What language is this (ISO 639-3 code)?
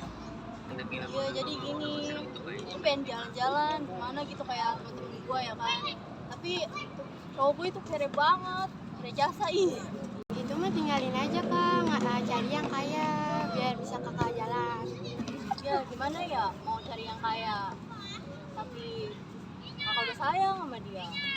bew